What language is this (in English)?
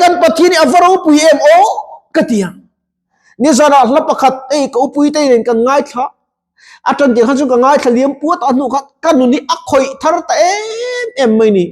Mizo